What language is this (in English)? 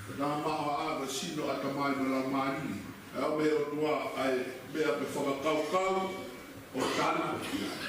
Tongan